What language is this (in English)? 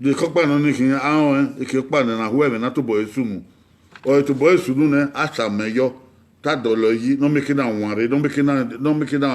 Bini